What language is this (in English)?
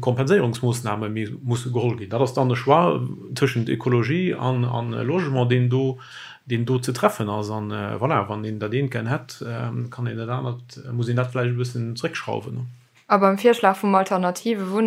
Luxembourgish